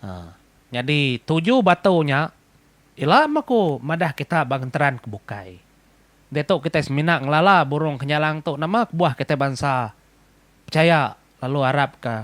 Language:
Iban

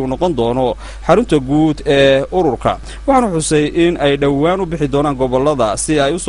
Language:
Somali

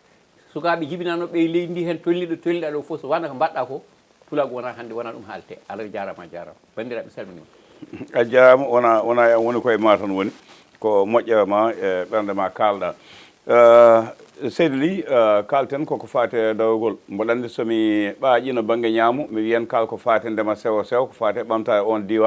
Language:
Fula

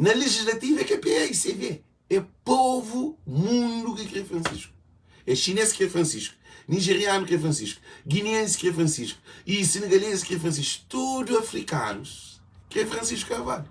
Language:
Kabuverdianu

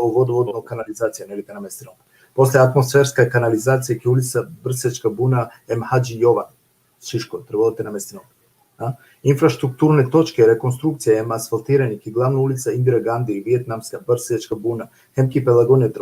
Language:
Balkan Romani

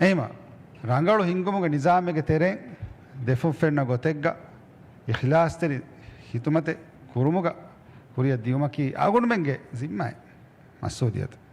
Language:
Divehi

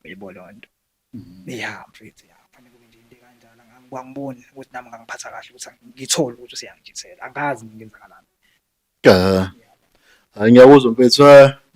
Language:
Zulu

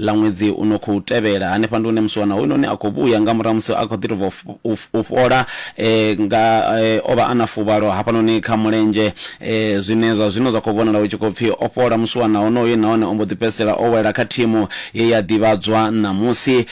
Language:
Venda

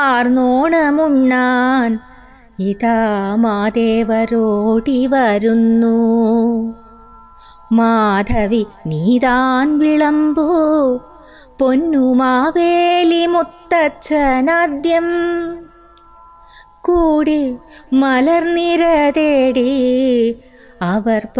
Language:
Malayalam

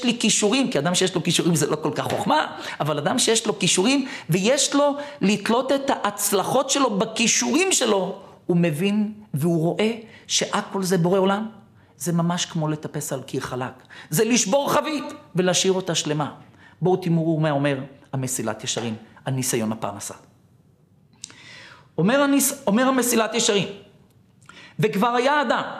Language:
Hebrew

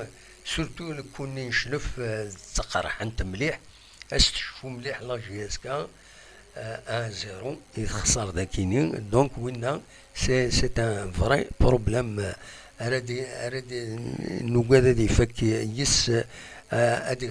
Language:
Kabyle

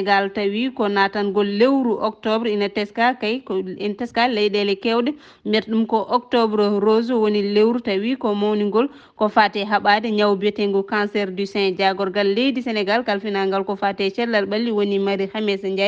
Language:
Fula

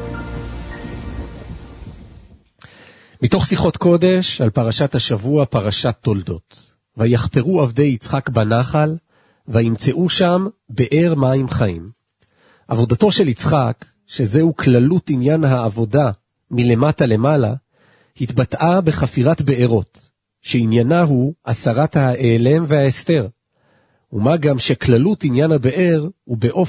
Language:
Hebrew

